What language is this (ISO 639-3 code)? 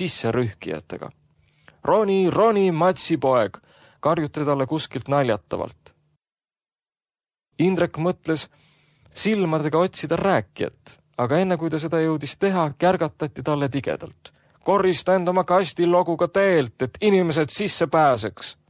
est